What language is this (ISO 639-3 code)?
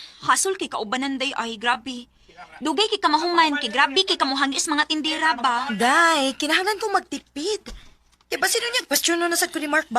ceb